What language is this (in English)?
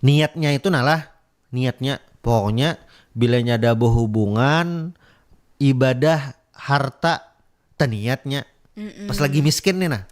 Banjar